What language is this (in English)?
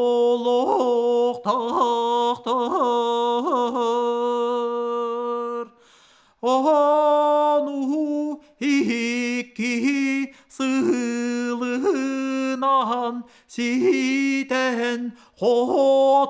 Yakut